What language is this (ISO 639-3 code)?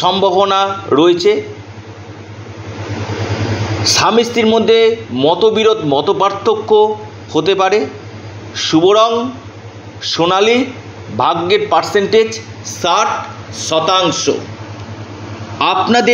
ben